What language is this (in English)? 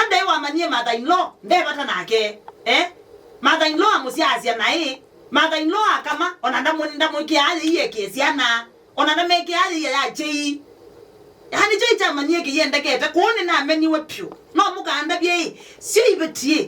Kamba